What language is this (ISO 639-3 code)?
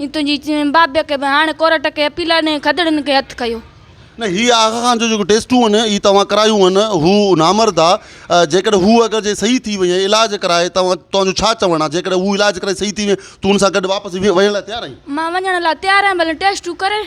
snd